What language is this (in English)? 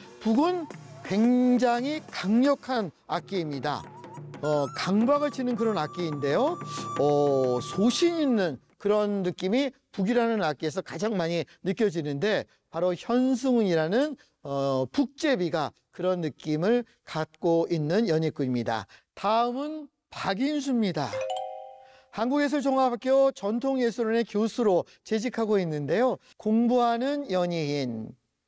Korean